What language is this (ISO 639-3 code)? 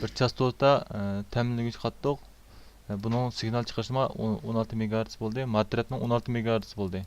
uig